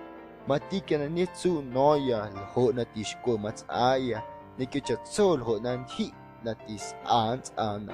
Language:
Guerrero Amuzgo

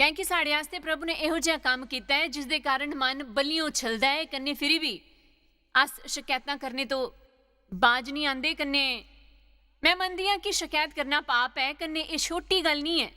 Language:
Dogri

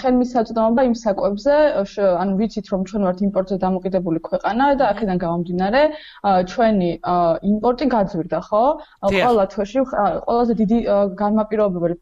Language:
Georgian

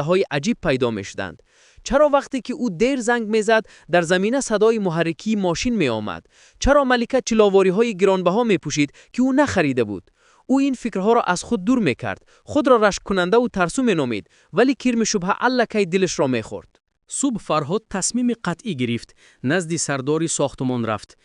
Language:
Tajik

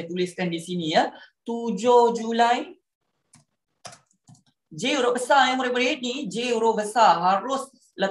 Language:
Malay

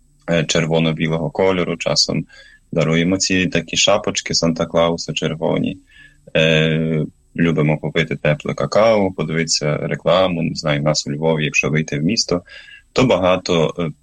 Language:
Ukrainian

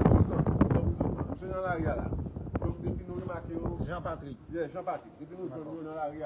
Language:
Haitian Creole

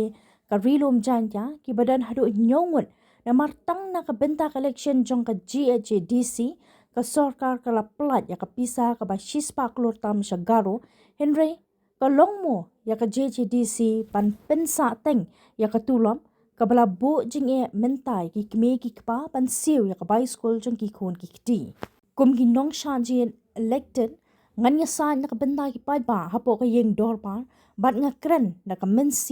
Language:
Khasi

